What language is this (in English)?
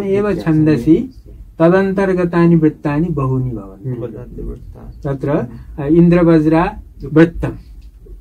Sanskrit